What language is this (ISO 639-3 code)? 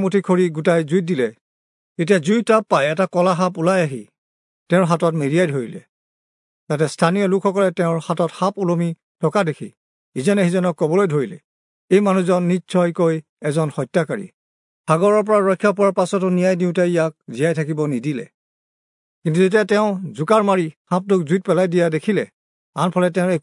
asm